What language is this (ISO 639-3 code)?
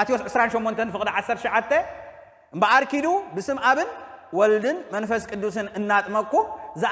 tir